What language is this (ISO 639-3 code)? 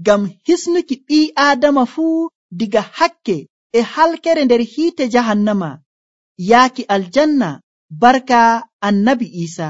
fuv